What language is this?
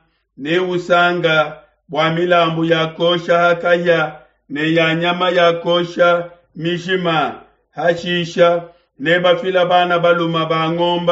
Luba-Lulua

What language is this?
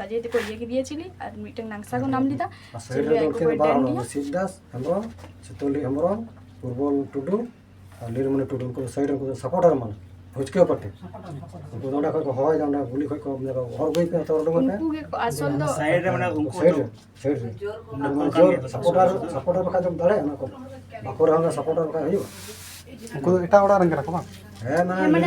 Santali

